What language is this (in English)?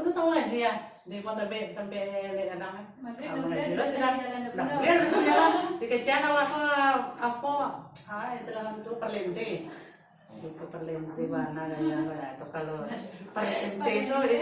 Minangkabau